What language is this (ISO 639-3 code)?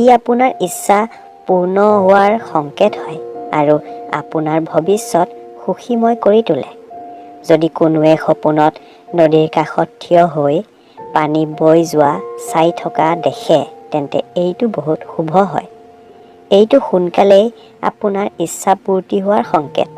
asm